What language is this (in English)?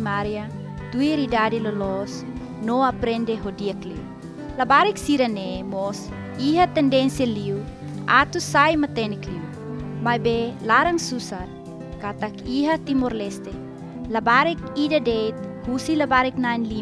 Tetum